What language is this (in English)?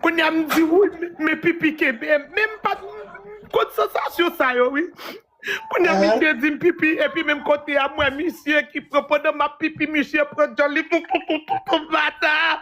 Haitian Creole